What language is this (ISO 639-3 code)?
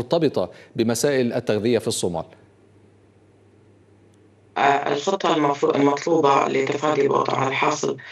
ara